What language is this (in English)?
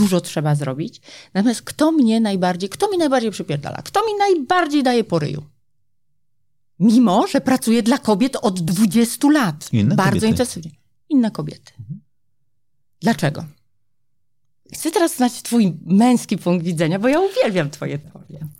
Polish